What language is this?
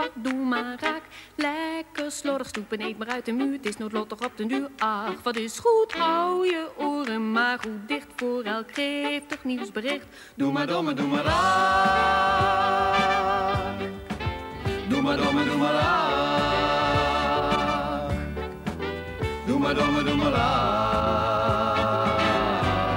Dutch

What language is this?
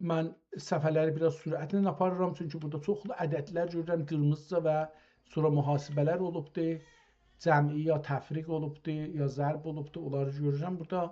South Azerbaijani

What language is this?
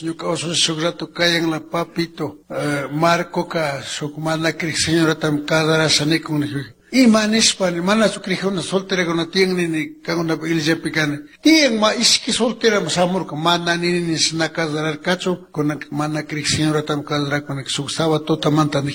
Chimborazo Highland Quichua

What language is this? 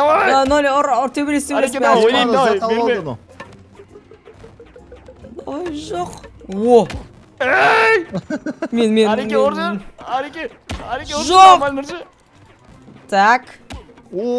Kazakh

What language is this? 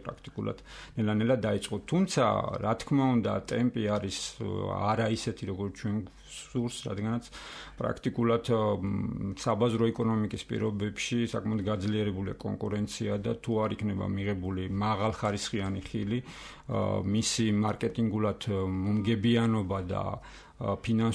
Georgian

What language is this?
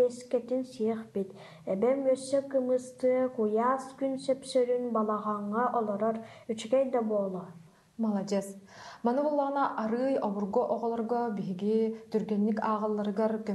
Yakut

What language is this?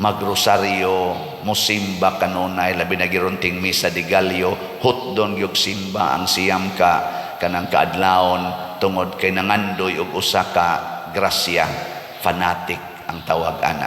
Cebuano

